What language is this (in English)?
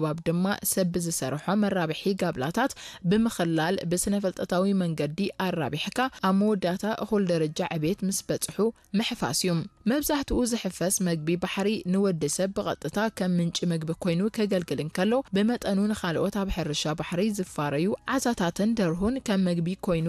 Tigrinya